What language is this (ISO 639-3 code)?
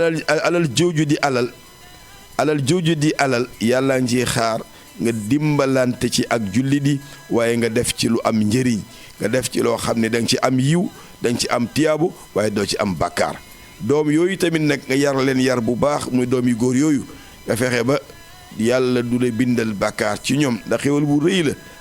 wol